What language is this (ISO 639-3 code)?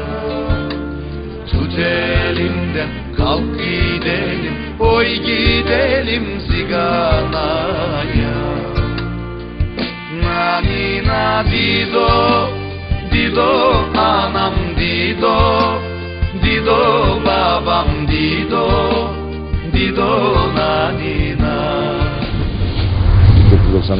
tur